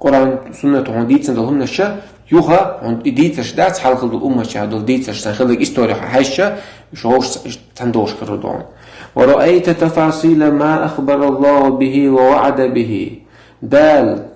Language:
Chechen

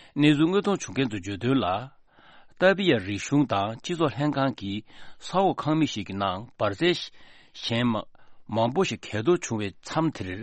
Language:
Tibetan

